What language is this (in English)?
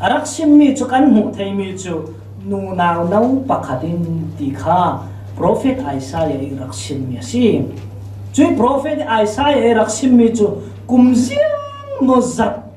Falam Chin